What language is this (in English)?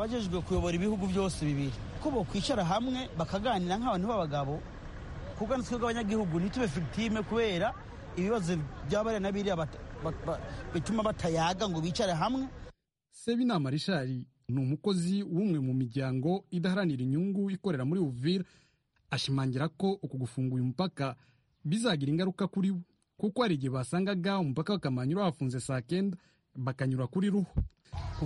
Kinyarwanda